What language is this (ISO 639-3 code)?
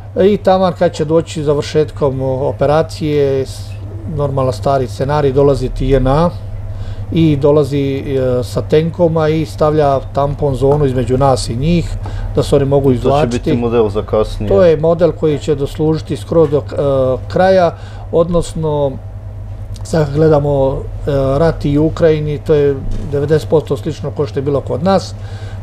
hrv